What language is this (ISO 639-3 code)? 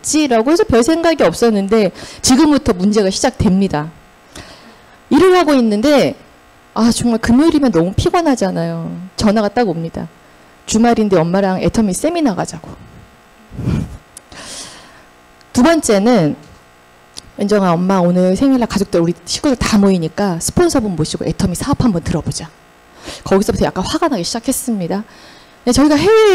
kor